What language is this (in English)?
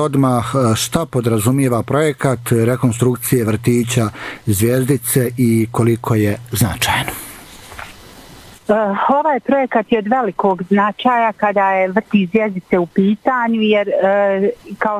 Bosnian